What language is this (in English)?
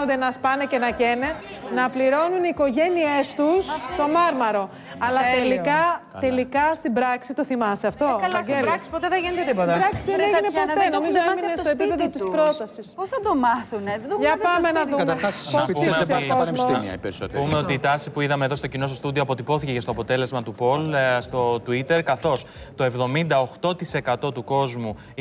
Greek